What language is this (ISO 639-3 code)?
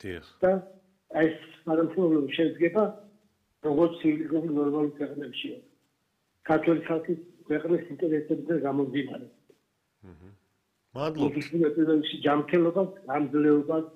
kat